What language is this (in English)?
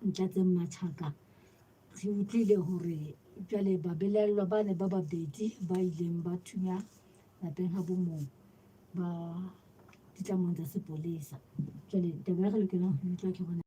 Southern Sotho